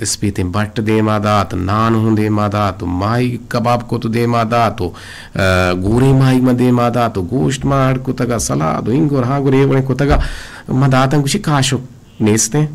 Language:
Eastern Balochi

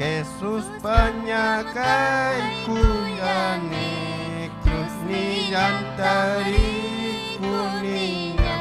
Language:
Ayacucho Quechua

